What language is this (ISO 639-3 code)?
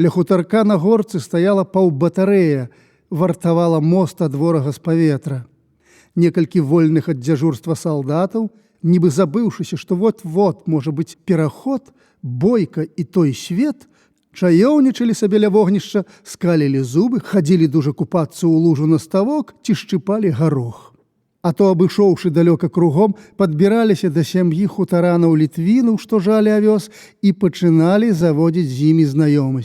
bel